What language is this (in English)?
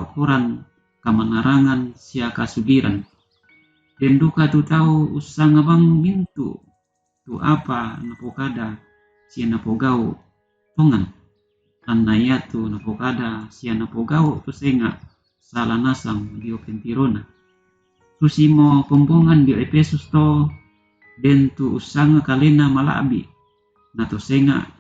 Toraja-Sa'dan